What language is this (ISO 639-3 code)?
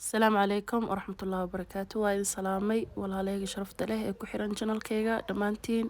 som